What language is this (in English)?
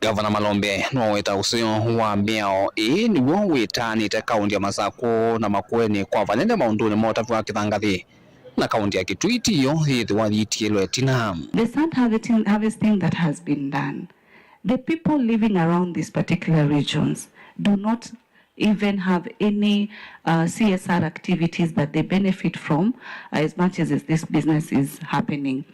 Kamba